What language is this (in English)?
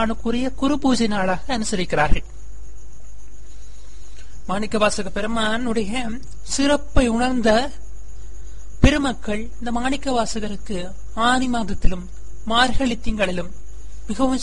Tamil